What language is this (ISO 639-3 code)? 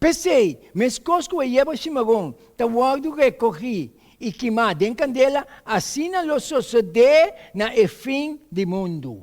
pap